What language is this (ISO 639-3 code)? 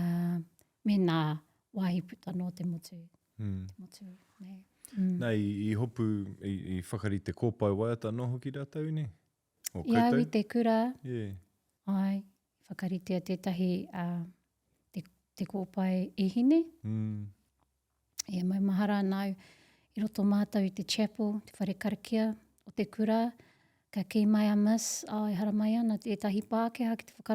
mri